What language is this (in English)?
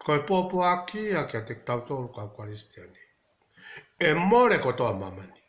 Tongan